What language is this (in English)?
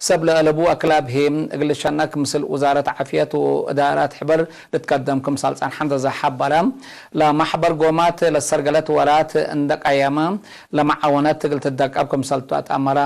Tigre